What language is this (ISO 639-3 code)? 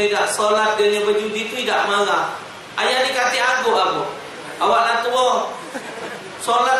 mui